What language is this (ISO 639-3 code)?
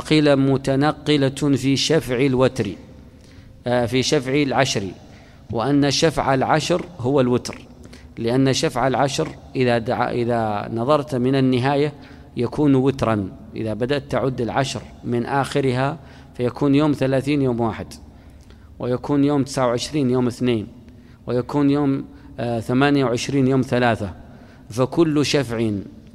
ara